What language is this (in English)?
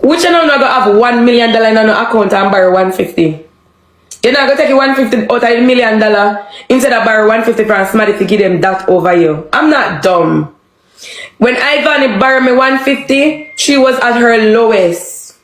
Jamaican Creole English